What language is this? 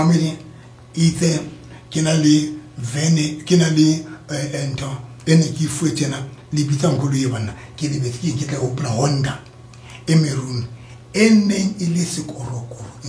Southern Sotho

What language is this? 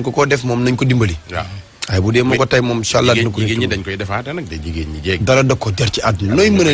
Wolof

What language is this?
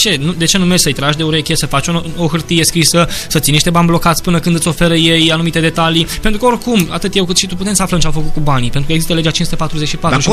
Romanian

